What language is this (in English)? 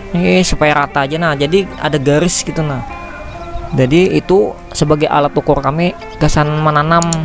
Banjar